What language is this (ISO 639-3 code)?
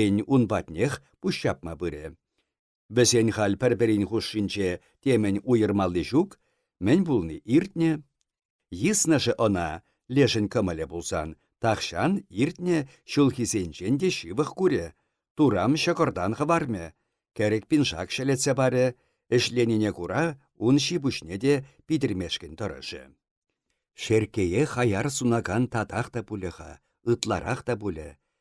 chv